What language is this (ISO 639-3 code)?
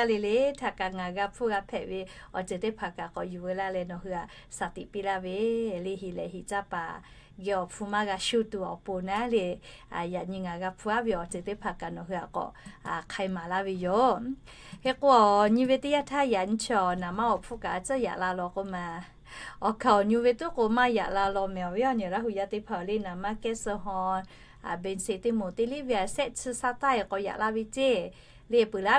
lhu